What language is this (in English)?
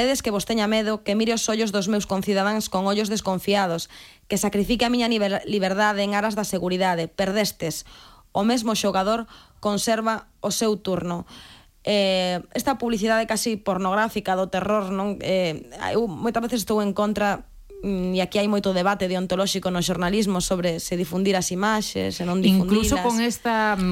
Galician